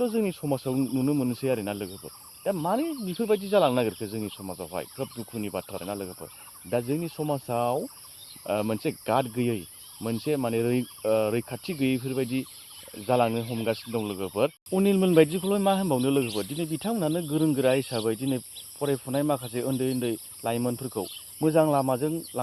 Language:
Bodo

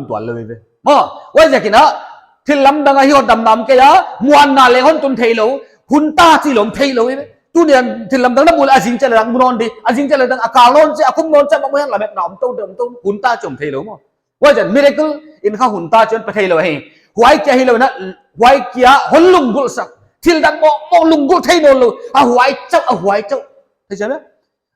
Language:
Paite Chin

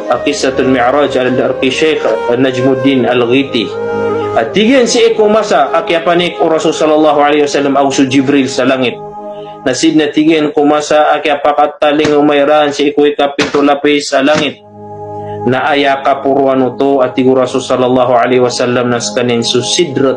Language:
Maranao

